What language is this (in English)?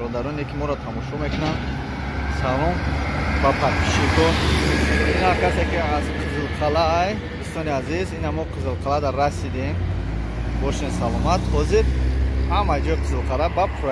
Tajik